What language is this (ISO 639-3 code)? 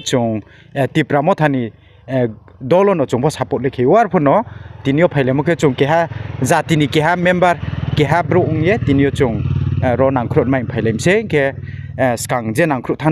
ria